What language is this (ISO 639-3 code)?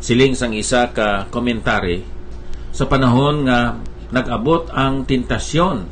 hil